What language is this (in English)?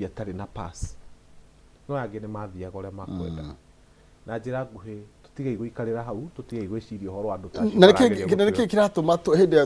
Kikuyu